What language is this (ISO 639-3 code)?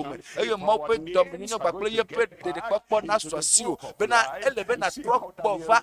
ewe